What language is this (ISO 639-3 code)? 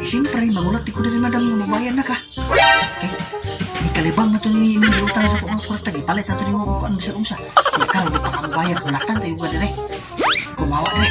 ceb